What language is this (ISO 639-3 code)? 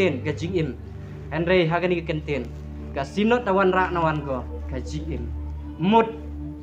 kha